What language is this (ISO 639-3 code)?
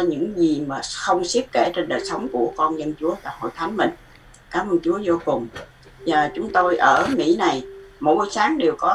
vie